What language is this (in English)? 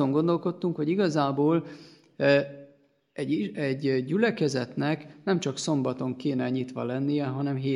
Hungarian